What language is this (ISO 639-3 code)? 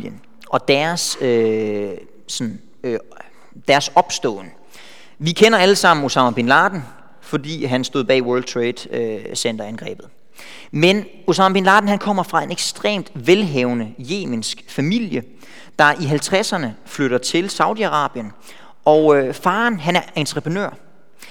dan